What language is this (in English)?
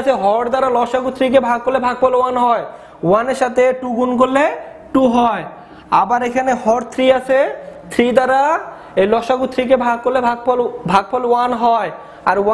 Bangla